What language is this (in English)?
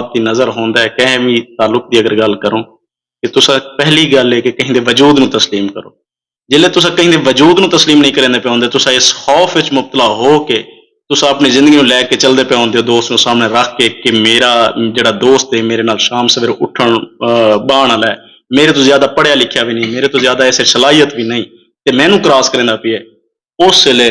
Saraiki